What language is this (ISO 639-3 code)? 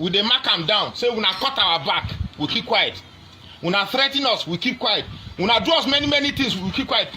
pcm